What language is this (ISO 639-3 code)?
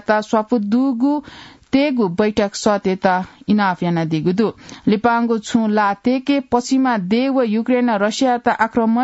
new